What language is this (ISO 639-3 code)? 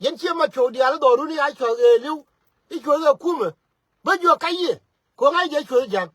nus